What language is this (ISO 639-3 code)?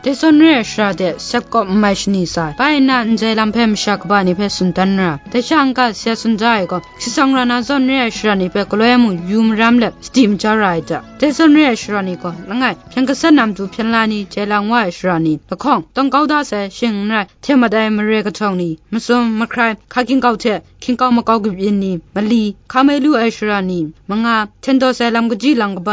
kac